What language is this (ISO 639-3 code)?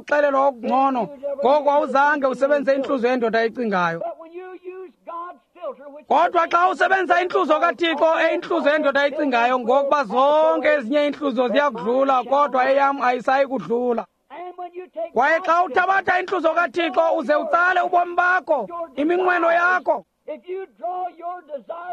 xho